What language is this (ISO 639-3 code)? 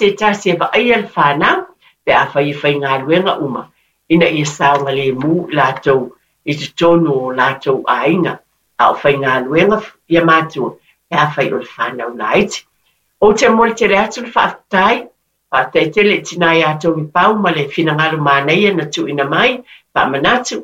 smo